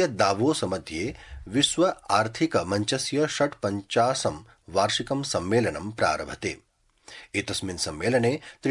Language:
Sanskrit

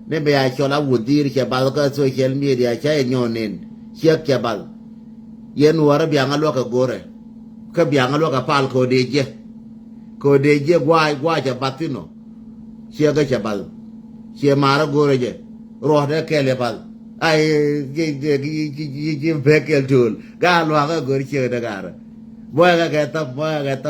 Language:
Nuer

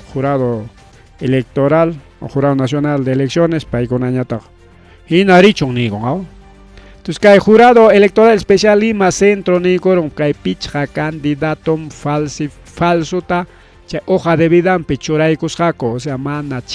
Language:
Ayacucho Quechua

